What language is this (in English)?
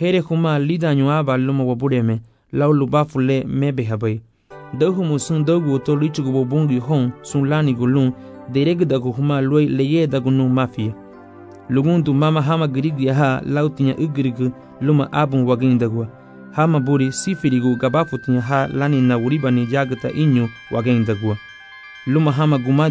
Garifuna